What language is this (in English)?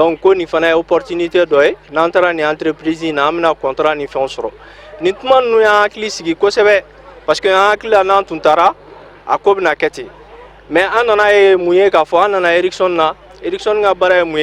Bambara